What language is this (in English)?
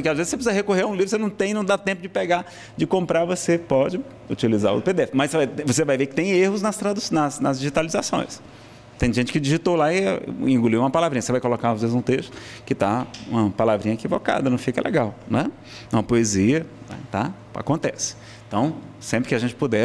Portuguese